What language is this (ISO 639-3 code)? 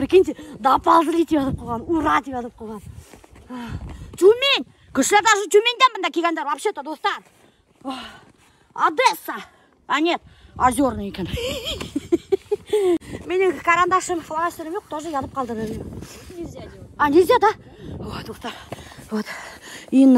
kaz